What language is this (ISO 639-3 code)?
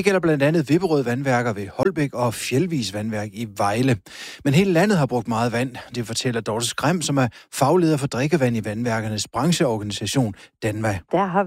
dan